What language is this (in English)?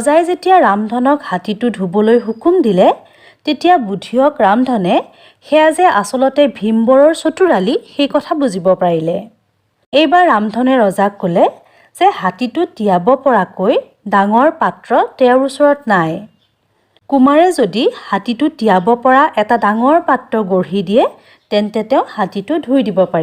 Assamese